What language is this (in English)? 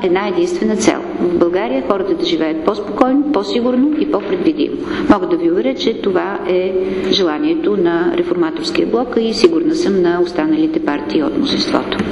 Bulgarian